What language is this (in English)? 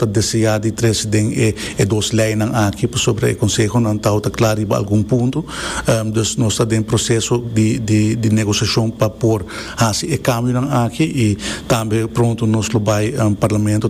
Papiamento